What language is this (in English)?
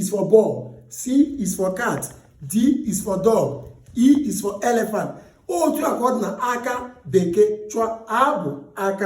Igbo